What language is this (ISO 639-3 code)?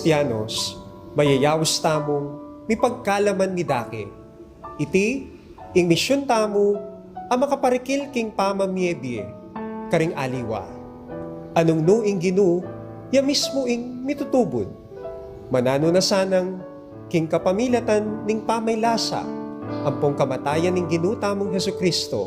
pam